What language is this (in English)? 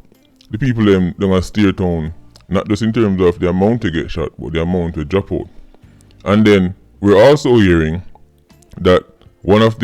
Jamaican Creole English